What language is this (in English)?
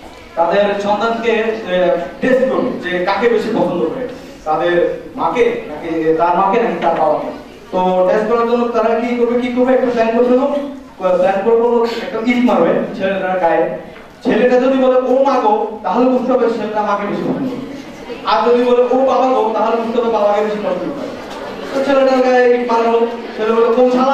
Bangla